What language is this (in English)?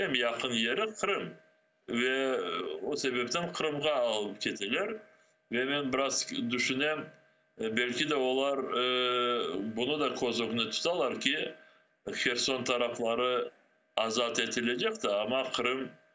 Crimean Tatar